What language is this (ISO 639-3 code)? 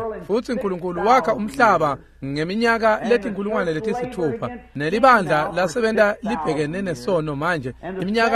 ssw